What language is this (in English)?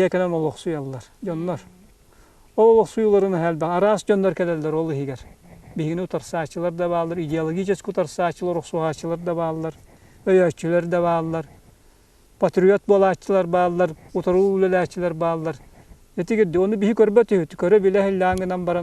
Yakut